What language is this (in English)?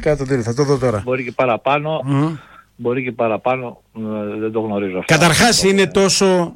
Greek